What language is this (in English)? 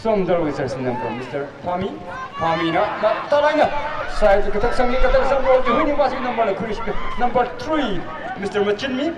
Tangkhul Naga (India)